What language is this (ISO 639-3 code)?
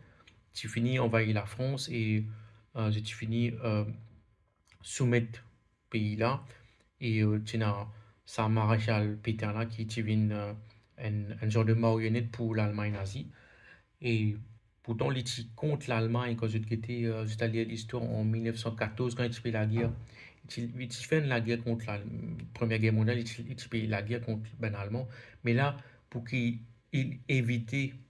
mfe